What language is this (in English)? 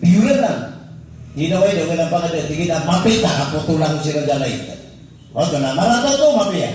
Maranao